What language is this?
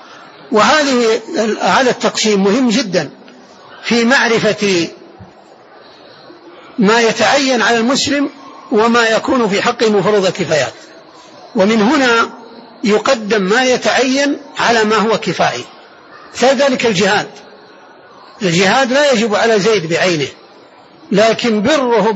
Arabic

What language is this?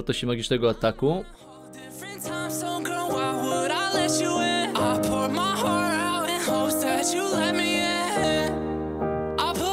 Polish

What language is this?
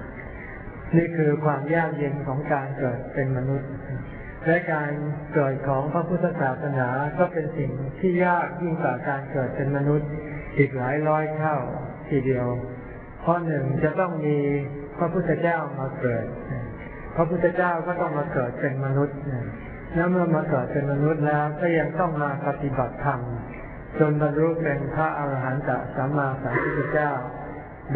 Thai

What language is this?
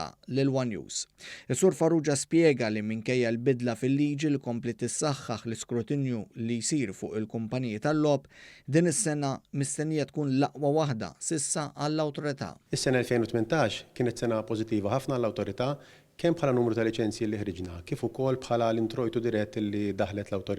Maltese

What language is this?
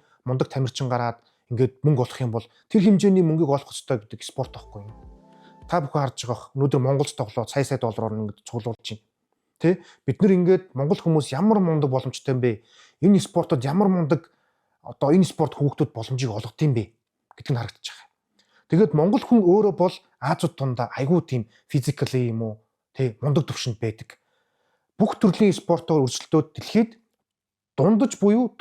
Mongolian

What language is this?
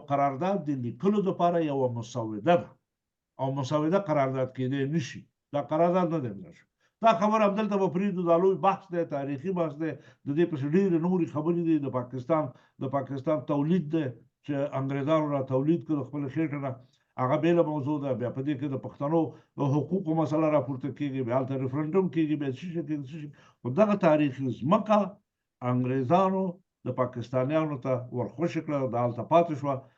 Pashto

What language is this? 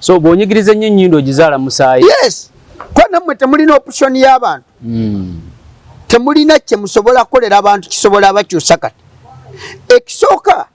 Ganda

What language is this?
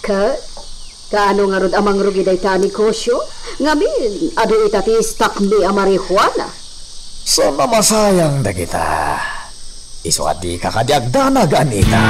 Iloko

